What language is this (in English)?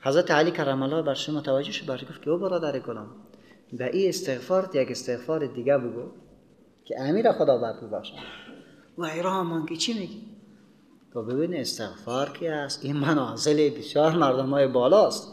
Persian